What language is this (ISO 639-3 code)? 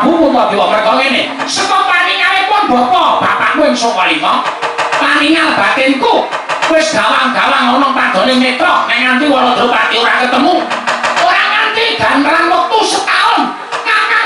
jav